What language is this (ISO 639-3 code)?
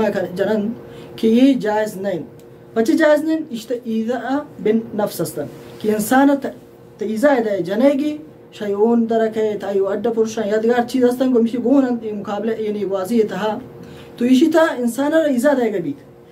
bal